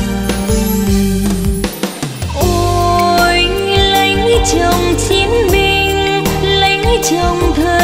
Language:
Vietnamese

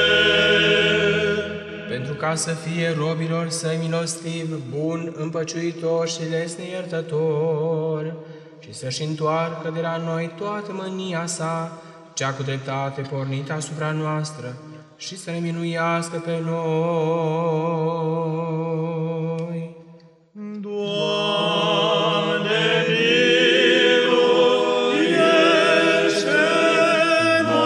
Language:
Romanian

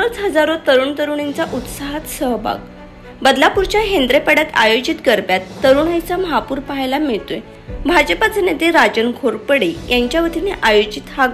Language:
Marathi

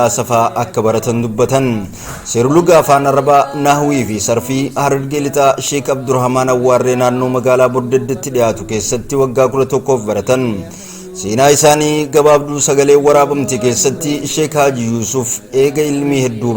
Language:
Oromo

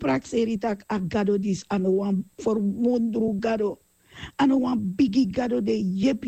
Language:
Sranan Tongo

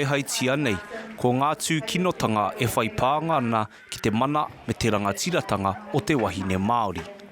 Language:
Māori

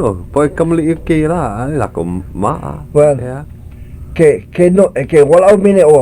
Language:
Hawaiian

